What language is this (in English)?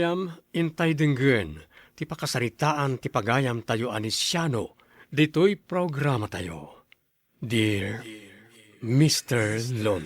Iloko